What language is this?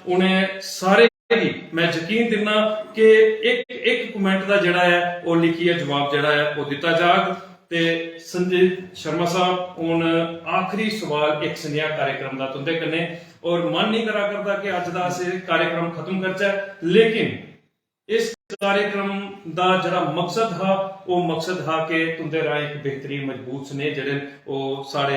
Dogri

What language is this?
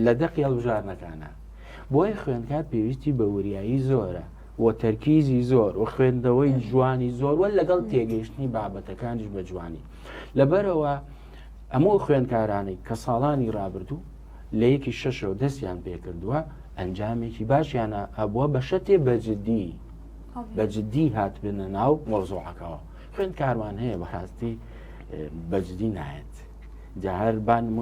Central Kurdish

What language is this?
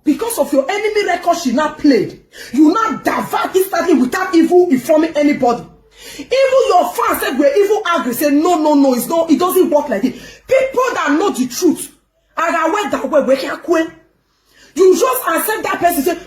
Nigerian Pidgin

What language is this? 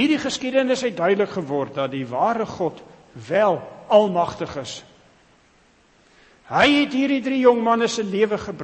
Afrikaans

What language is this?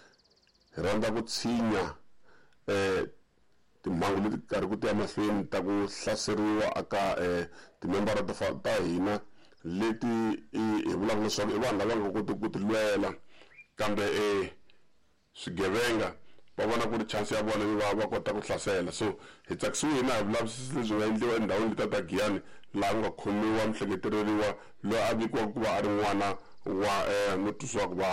Tsonga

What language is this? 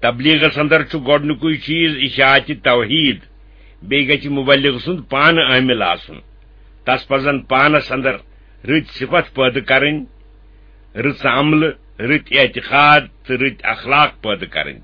Kashmiri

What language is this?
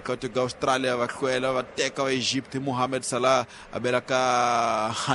Tsonga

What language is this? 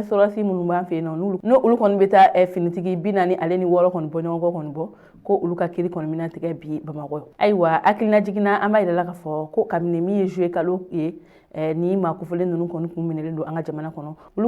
Bambara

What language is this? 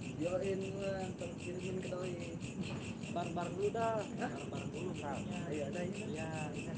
Betawi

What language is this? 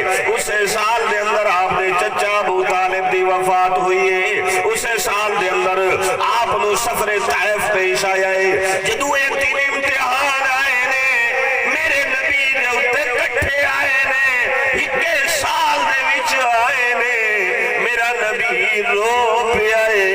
Saraiki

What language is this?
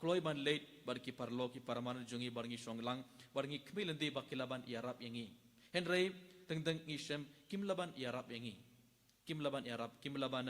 Khasi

